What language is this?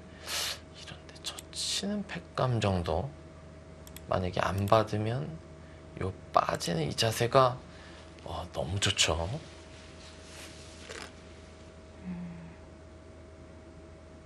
Korean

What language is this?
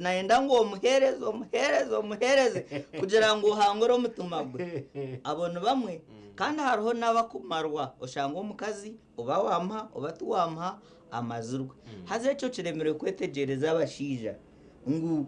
Nyankole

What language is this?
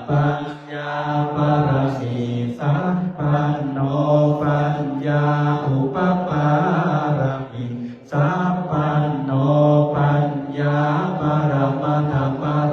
Pali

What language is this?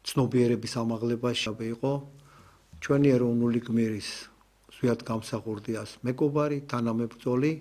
Georgian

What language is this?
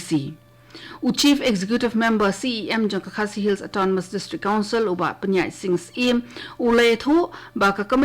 Khasi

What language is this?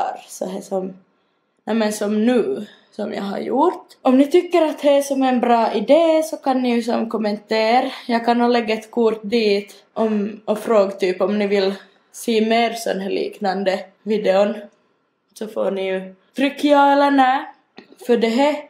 Swedish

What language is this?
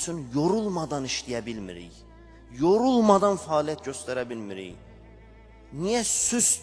Azerbaijani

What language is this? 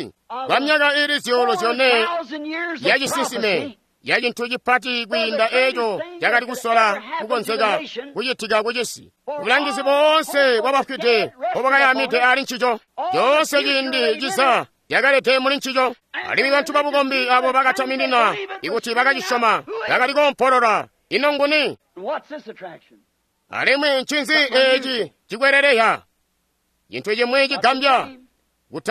Tonga (Zambia)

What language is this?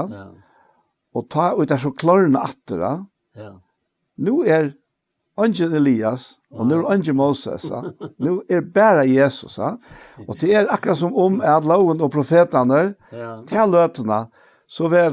Faroese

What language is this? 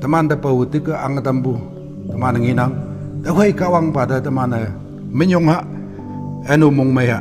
Konyak Naga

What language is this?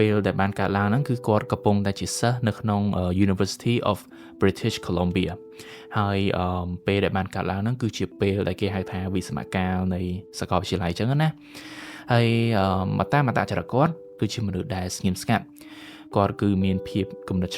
Khmer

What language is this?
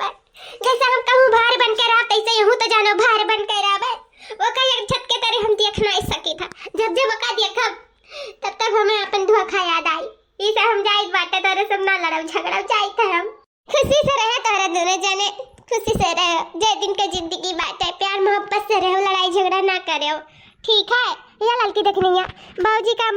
Awadhi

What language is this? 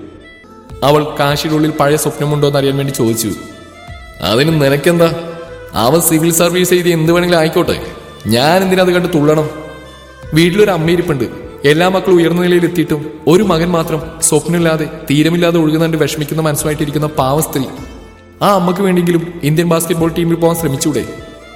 Malayalam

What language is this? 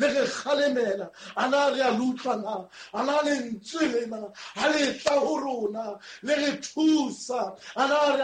Southern Sotho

